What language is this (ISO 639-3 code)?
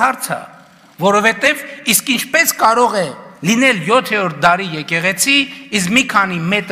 hye